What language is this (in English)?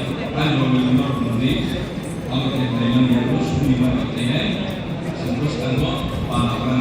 Kok Borok